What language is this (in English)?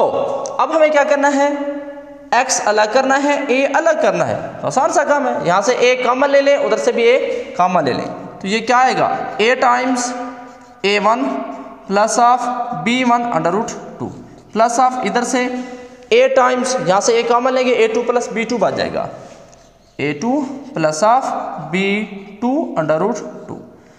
Hindi